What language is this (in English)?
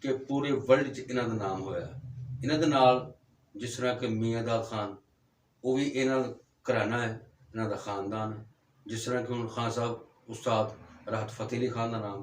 Western Panjabi